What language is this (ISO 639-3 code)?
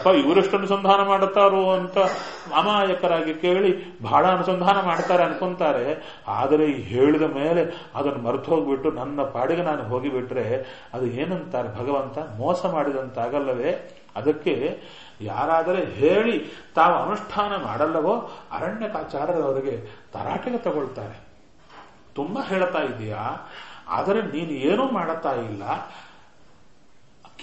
kan